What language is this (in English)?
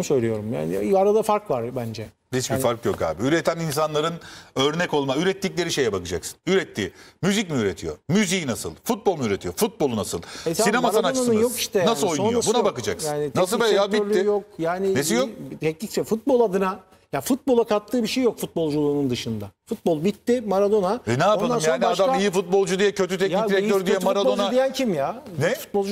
Turkish